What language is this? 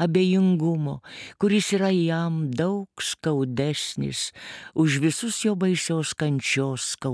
Lithuanian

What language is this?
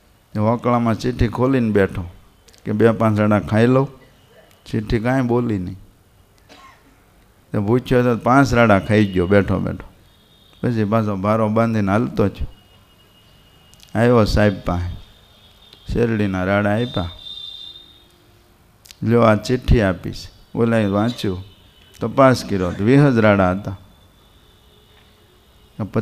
Gujarati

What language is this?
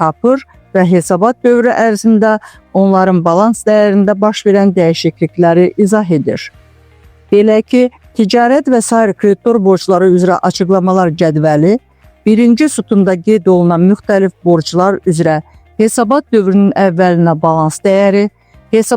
Azerbaijani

